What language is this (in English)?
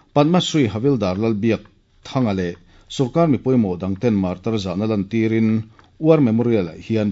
Mizo